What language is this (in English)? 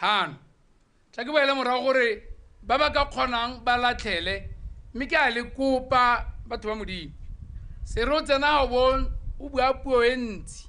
Tswana